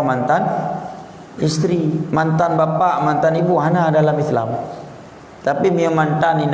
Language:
Achinese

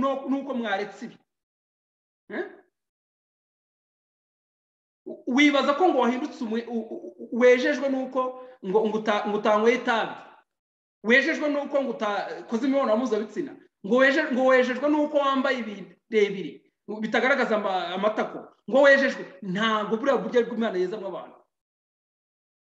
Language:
Kinyarwanda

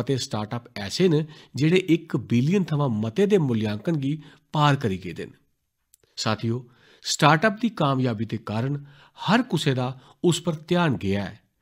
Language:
Dogri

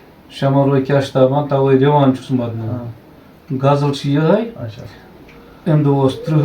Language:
Kashmiri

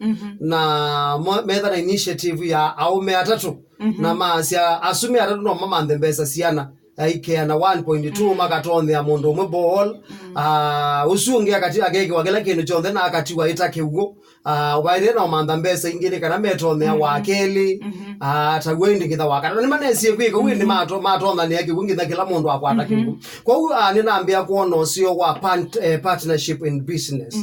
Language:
Kamba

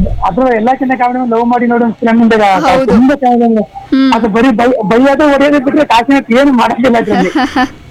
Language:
Kannada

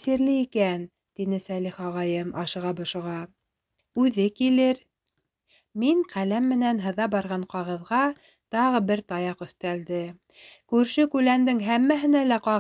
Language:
Bashkir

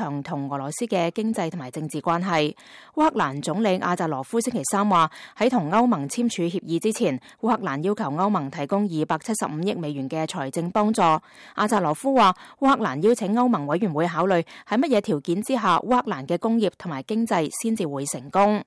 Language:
Cantonese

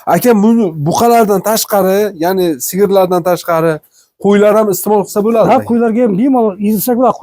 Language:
Uzbek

